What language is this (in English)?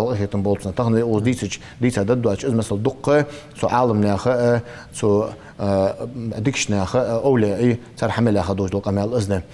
Ingush